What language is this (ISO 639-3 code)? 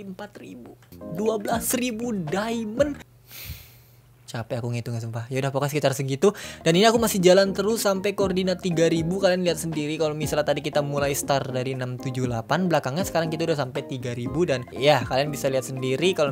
ind